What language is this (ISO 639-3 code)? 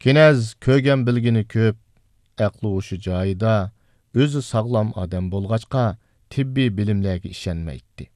uig